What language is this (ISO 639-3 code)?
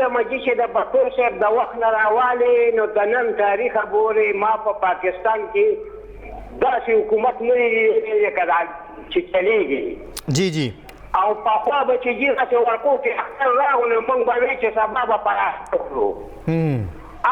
pus